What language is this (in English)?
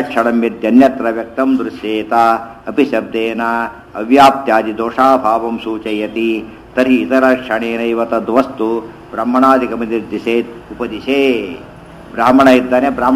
Kannada